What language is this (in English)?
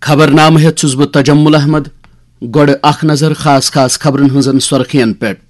Kashmiri